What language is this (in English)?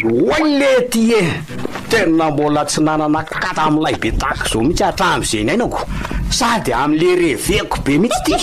Malagasy